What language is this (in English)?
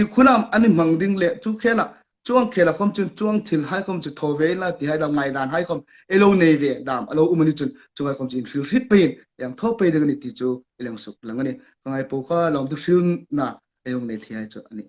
Hmar